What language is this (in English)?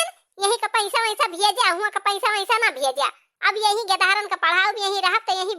Awadhi